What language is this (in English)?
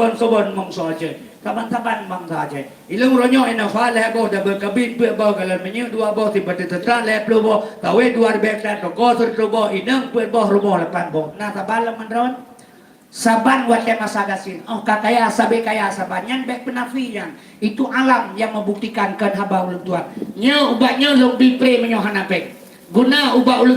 Achinese